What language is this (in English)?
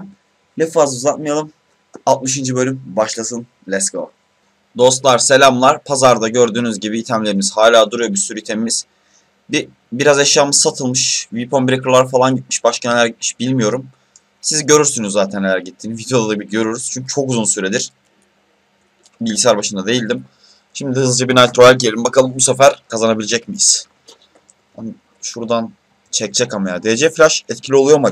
Turkish